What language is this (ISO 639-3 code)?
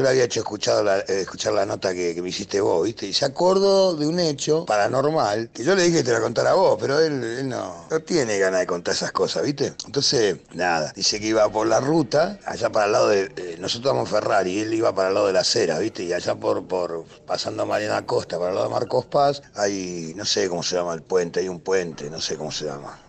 spa